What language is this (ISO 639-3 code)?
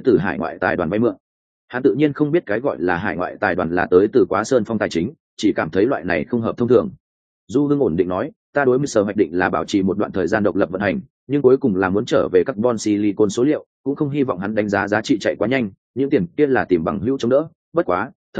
vie